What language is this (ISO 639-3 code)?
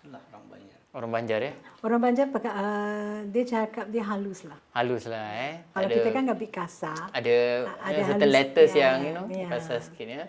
bjn